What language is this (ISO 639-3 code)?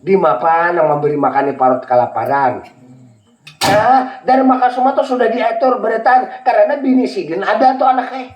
bjn